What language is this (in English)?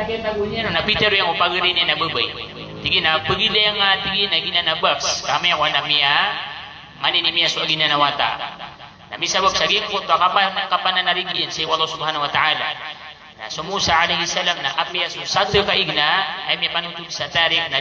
Maranao